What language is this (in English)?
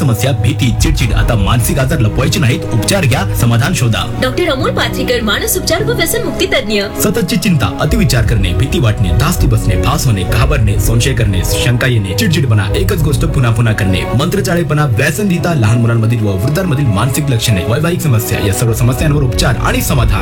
Marathi